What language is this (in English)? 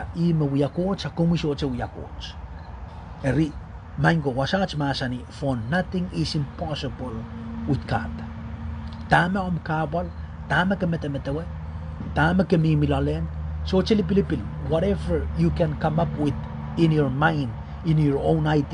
Pohnpeian